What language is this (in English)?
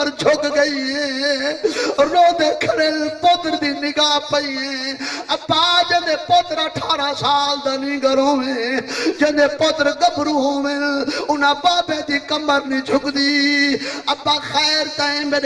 Saraiki